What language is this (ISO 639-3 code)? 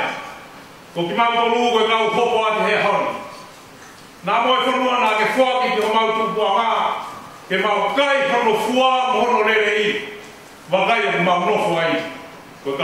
ton